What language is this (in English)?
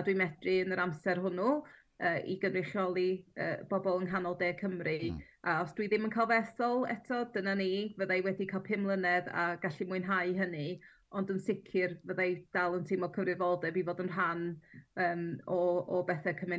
Welsh